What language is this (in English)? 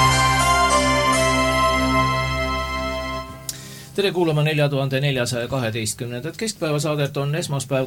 Estonian